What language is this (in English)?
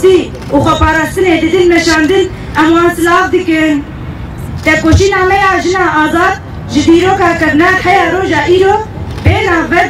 Kurdish